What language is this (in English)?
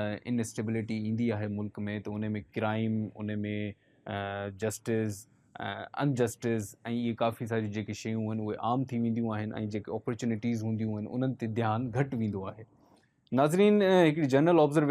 Sindhi